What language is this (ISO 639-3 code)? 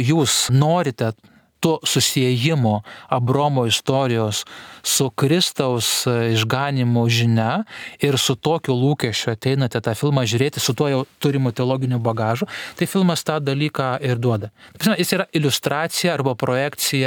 lit